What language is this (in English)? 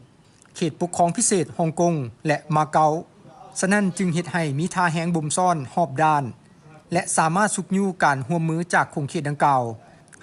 Lao